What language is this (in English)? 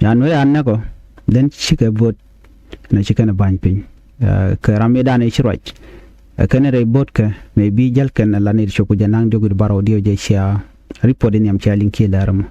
Nuer